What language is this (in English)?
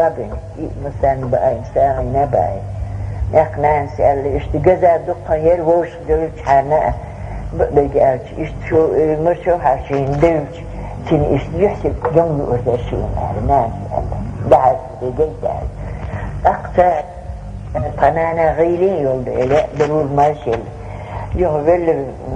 Chechen